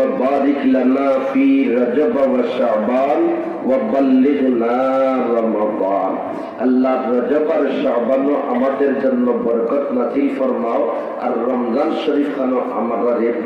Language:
Sylheti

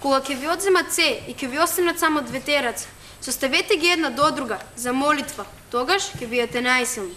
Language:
Macedonian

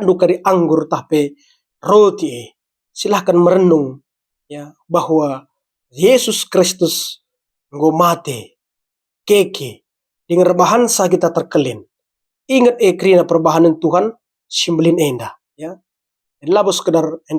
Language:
Batak Karo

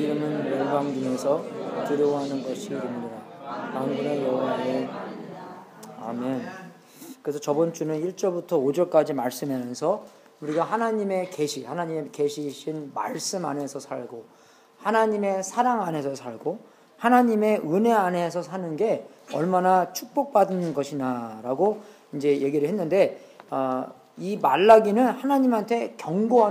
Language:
Korean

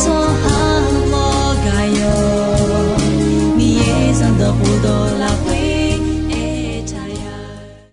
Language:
Akha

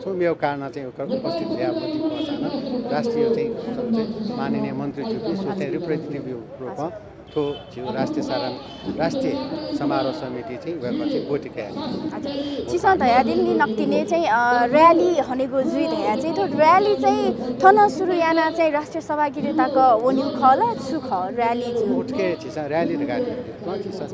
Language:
Newari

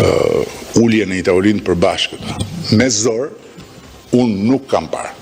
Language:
Albanian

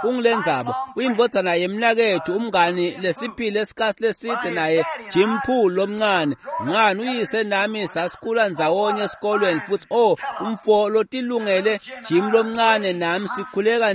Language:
Swati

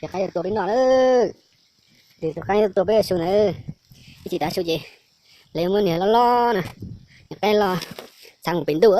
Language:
Hmong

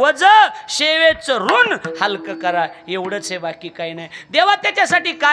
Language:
Marathi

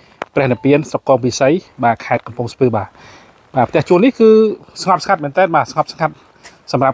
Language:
Khmer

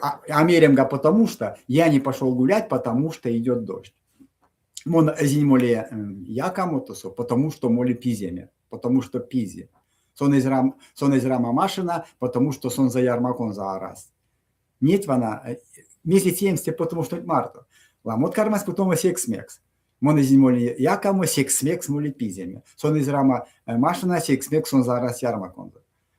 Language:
Erzya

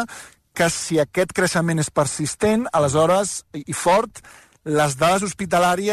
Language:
Catalan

